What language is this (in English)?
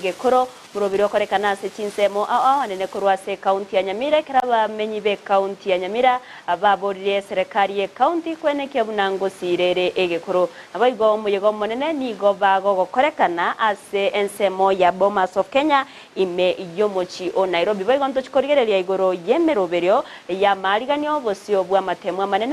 Gusii